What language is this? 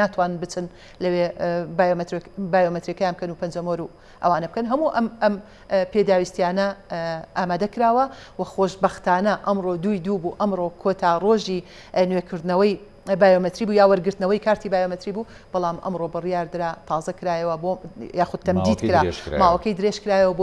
Central Kurdish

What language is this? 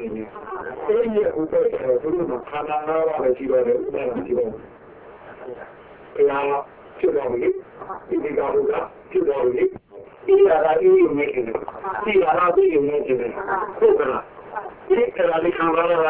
Burmese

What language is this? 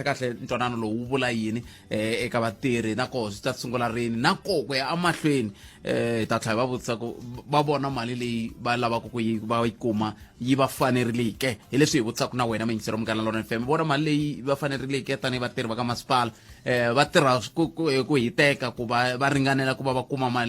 Tsonga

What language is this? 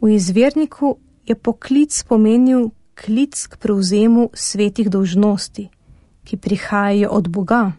Slovenian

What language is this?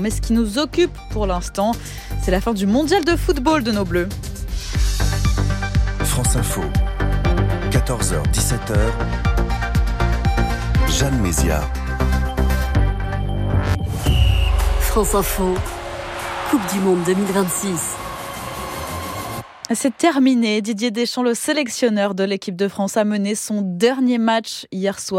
French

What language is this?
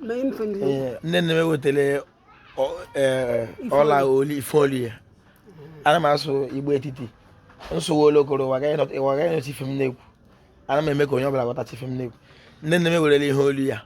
Igbo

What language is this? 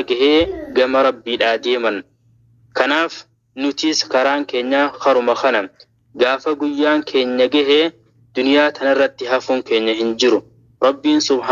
Oromo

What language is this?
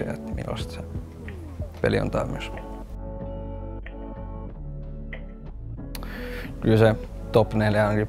Finnish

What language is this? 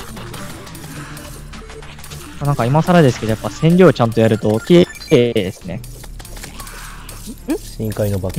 Japanese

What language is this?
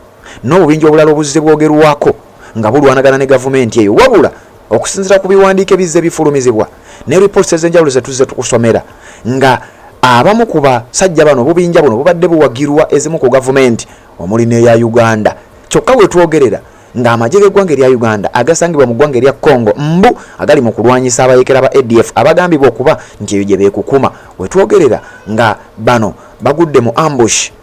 Ganda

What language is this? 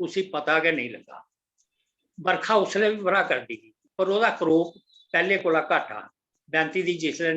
Dogri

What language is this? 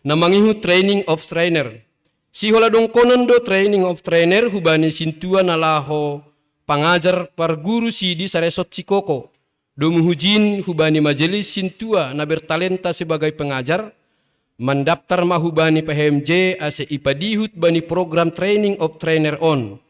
Batak Simalungun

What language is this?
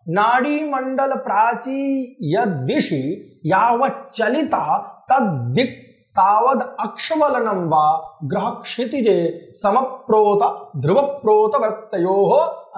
Sanskrit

